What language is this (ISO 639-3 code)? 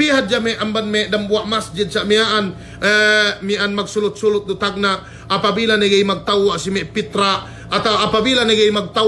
yka